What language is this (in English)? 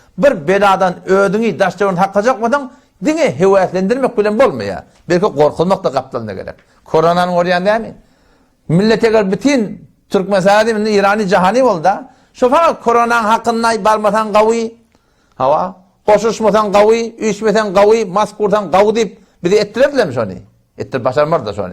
Turkmen